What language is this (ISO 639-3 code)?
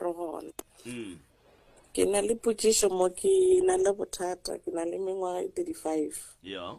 nso